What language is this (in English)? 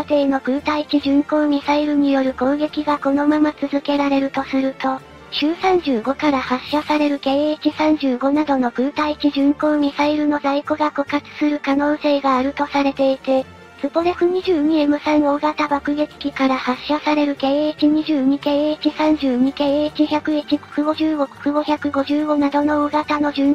Japanese